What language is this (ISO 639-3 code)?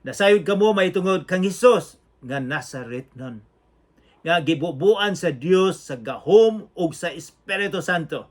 ceb